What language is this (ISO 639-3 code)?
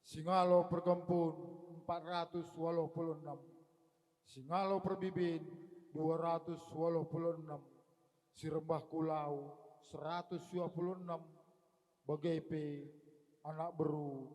btx